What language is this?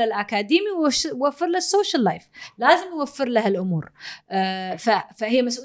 Gulf Arabic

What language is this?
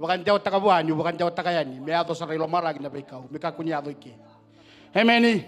Fijian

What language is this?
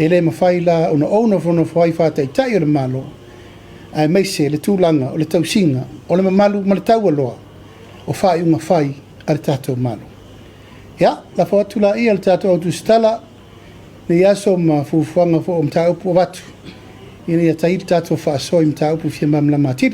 Samoan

